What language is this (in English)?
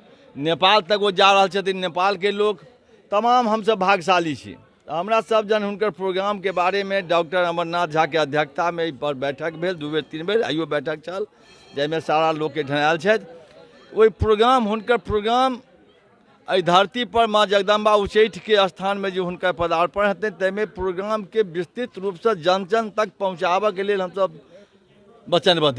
Maithili